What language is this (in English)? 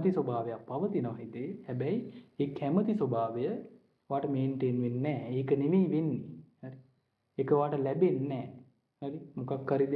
Sinhala